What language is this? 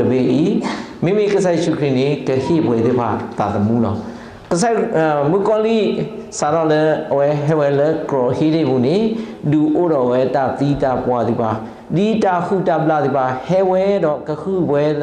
S'gaw Karen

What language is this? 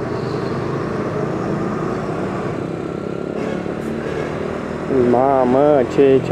Romanian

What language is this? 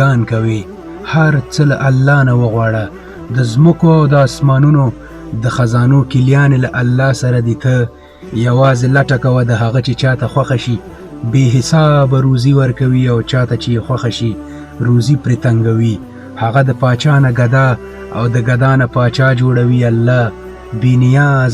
Pashto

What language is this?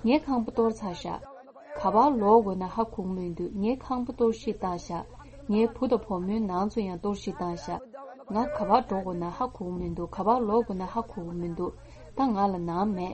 Tibetan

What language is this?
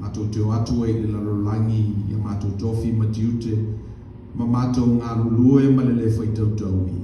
Samoan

